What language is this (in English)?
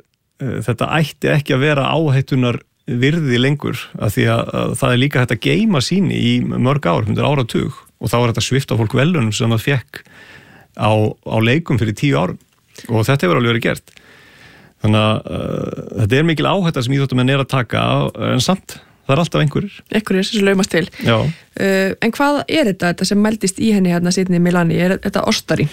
Icelandic